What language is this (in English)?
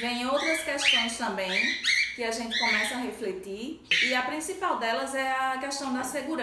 Portuguese